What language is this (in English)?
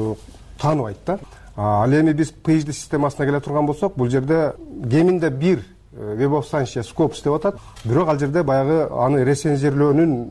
Kyrgyz